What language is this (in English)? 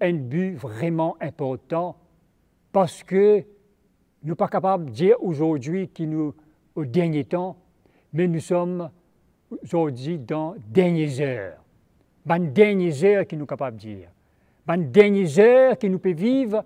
Morisyen